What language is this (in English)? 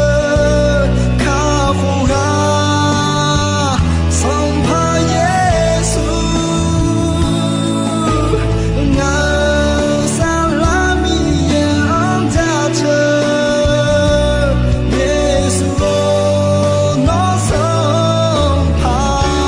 Akha